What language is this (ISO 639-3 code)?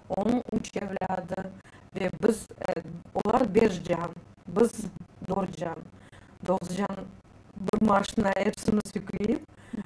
crh